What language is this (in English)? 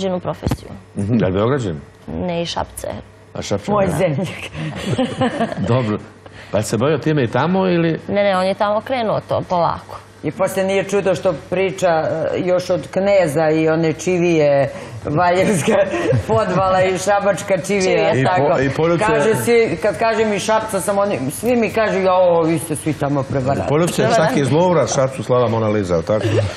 Serbian